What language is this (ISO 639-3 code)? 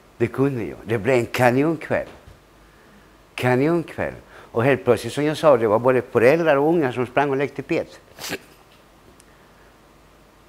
swe